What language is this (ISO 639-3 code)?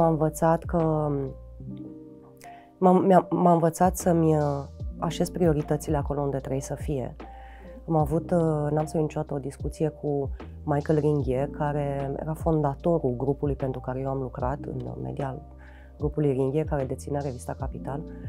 ron